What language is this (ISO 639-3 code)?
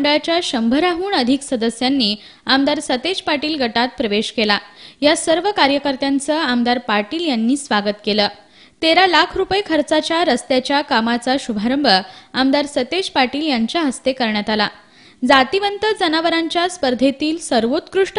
mar